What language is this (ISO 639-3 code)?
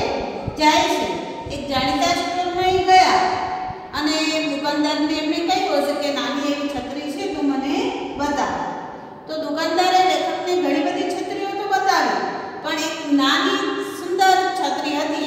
guj